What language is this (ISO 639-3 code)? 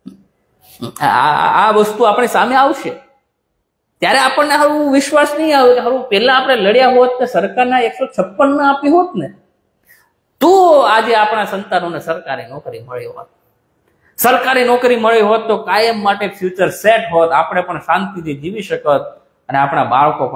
guj